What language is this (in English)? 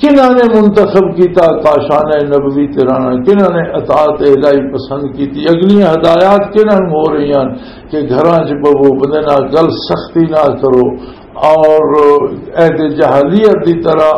Western Panjabi